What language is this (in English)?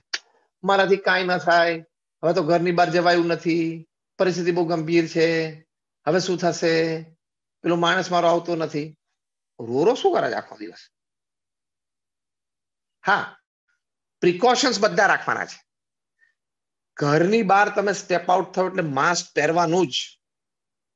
Gujarati